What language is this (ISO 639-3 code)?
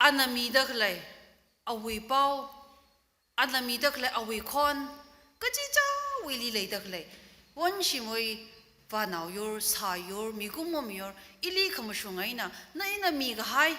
nmf